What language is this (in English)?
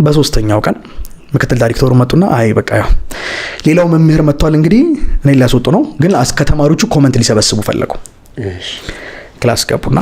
Amharic